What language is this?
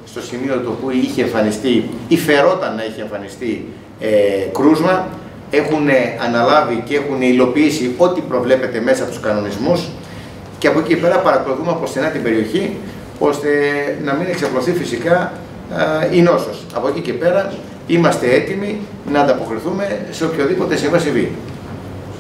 Greek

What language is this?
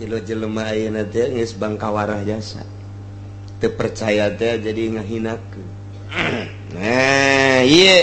Sundanese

